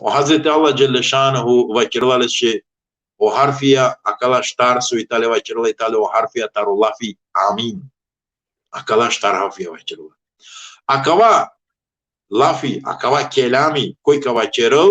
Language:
Balkan Romani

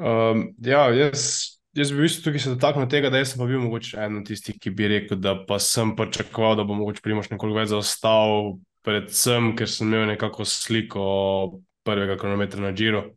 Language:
Slovenian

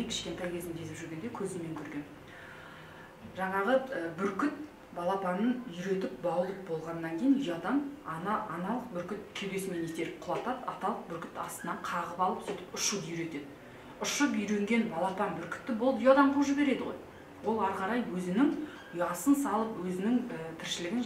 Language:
Kazakh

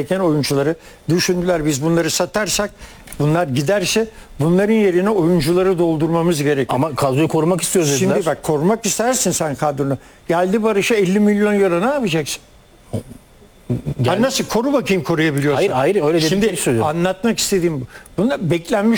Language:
Turkish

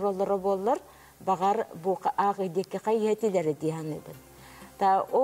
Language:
Yakut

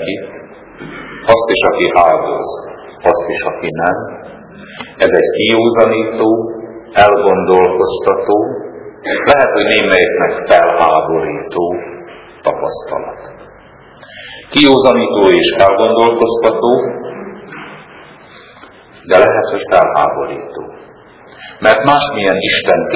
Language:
Hungarian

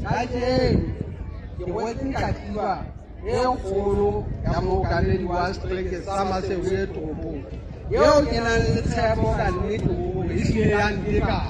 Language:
Southern Sotho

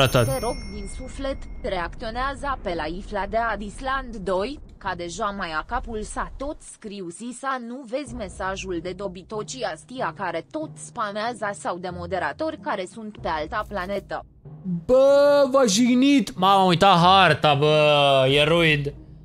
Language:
Romanian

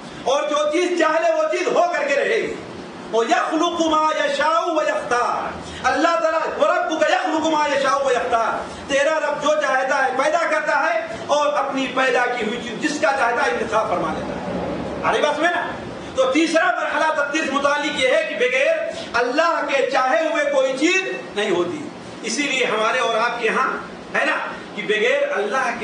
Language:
Urdu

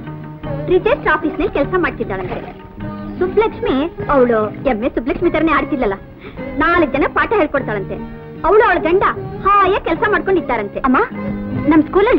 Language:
Kannada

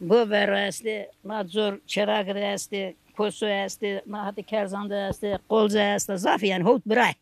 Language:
Zaza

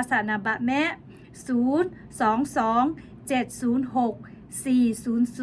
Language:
Lahu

